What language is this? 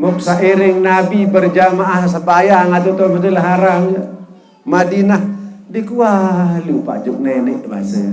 Sasak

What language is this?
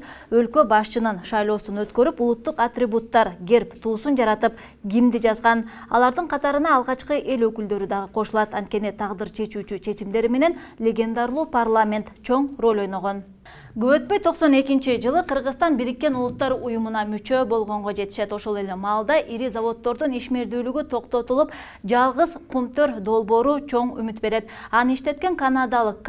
Kyrgyz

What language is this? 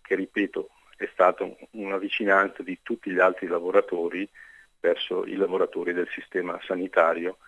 Italian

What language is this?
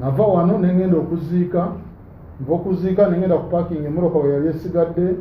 Ganda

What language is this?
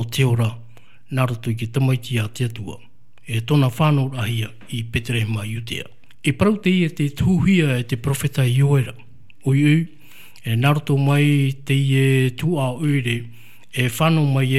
Tahitian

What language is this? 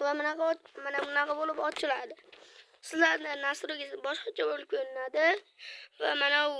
Uzbek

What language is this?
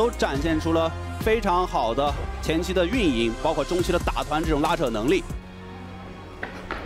Chinese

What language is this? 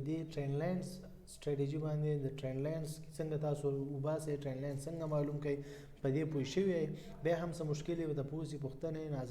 Pashto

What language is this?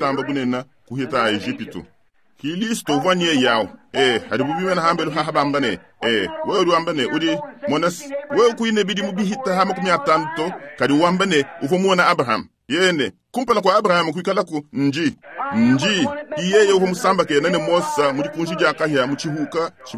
Luba-Lulua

